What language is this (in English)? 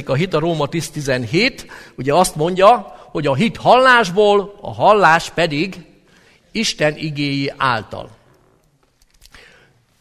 Hungarian